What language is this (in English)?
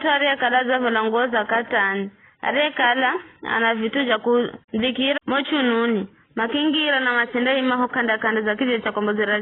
Giryama